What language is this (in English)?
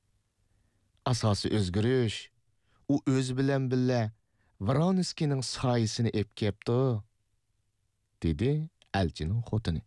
Uyghur